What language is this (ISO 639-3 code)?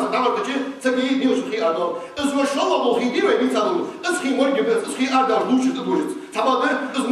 inh